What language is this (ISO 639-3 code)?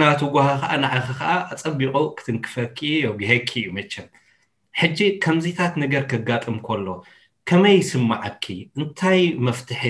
tir